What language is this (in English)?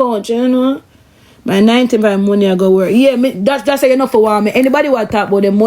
Jamaican Creole English